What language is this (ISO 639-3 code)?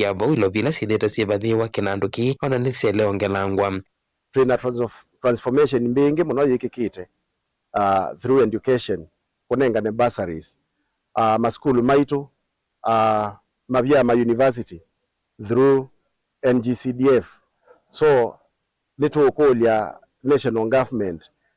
kam